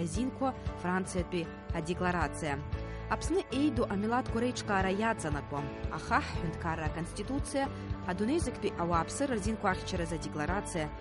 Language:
Abkhazian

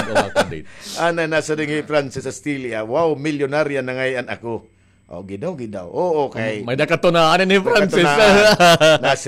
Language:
Waray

